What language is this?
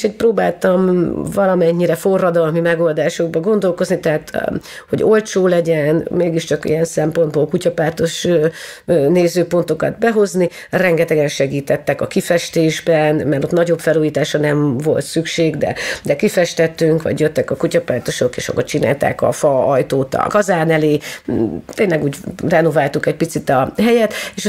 Hungarian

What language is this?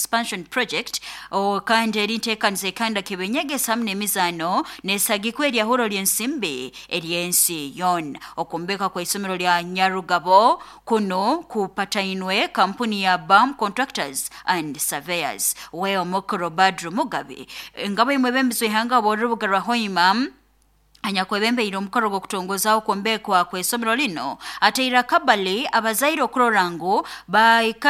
Nyoro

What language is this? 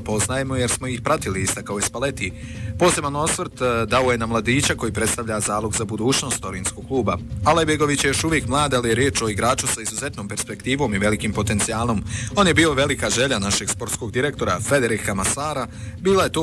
Bosnian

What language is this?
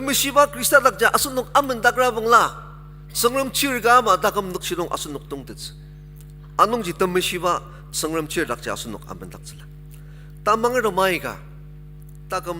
Ao Naga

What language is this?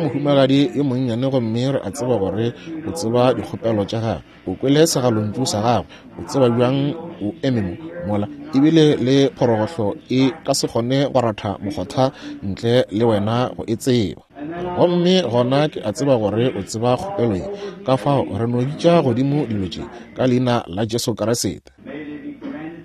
Northern Sotho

